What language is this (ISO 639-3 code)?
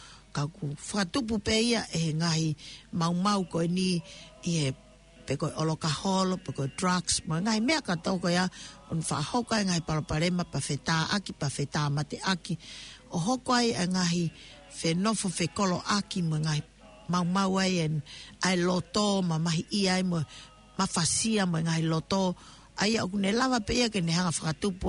ton